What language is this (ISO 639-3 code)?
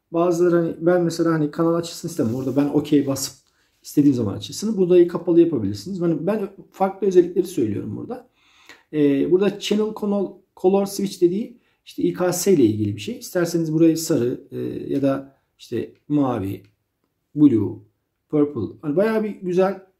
tur